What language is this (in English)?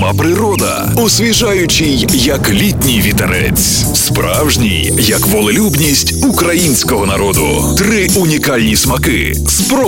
Ukrainian